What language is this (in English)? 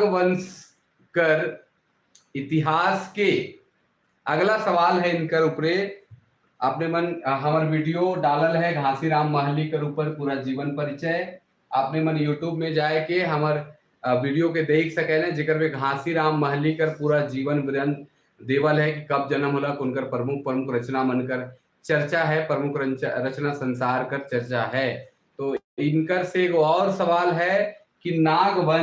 Sadri